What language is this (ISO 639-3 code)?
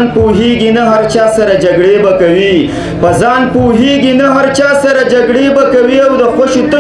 pus